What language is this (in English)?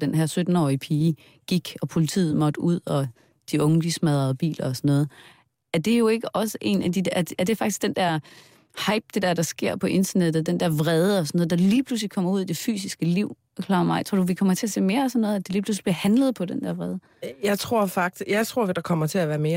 Danish